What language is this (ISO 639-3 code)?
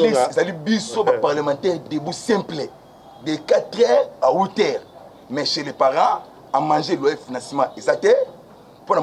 lin